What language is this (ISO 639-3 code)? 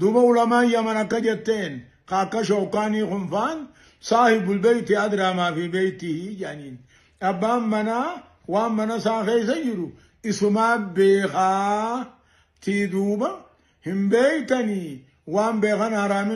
orm